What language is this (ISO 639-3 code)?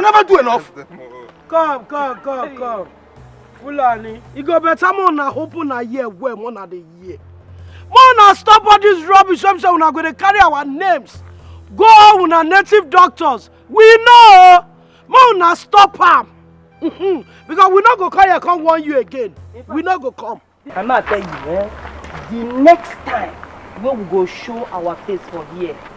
pcm